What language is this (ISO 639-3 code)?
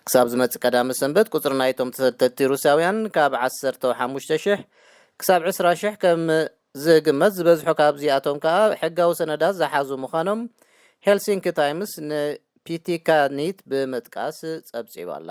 tir